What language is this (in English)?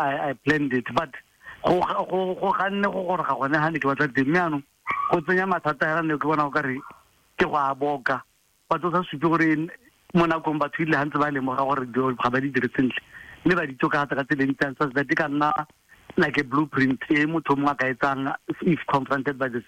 Tswana